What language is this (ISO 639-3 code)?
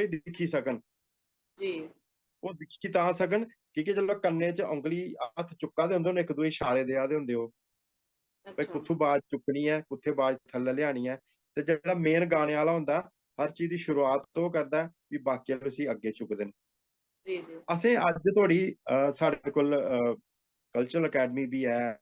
doi